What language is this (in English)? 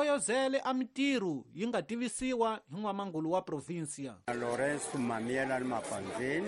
Tsonga